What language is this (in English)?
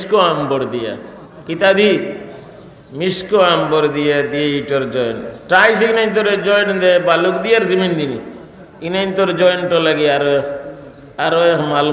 Sylheti